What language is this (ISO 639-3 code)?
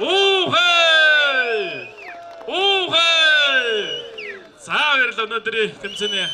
mon